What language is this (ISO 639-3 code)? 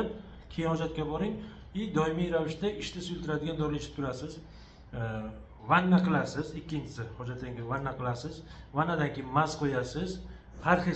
uzb